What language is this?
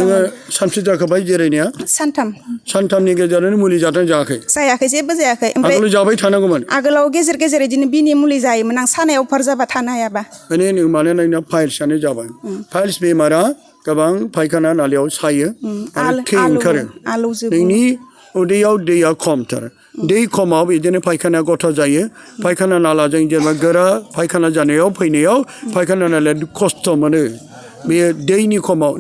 Bodo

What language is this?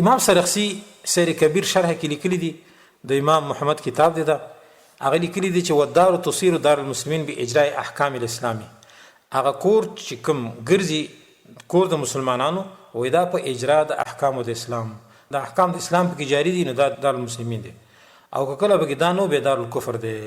Pashto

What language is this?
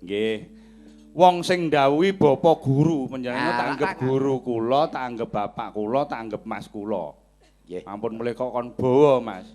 Javanese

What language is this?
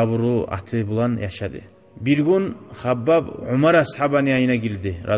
Kumyk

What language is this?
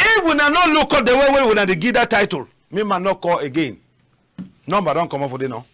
Cameroon Pidgin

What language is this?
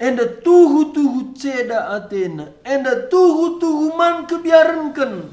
Batak Karo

